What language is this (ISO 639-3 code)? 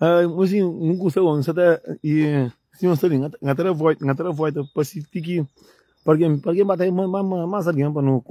kea